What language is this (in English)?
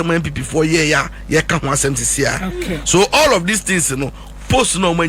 Akan